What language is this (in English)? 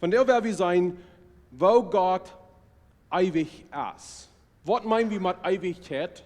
Plautdietsch